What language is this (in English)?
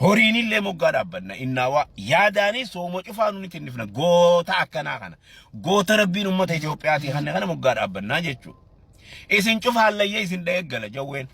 Oromo